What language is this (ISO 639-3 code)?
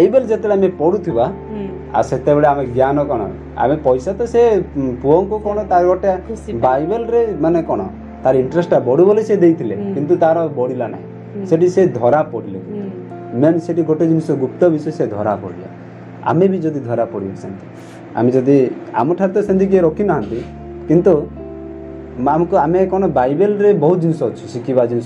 ori